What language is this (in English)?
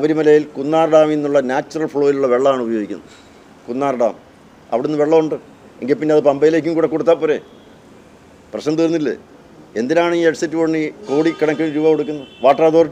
Malayalam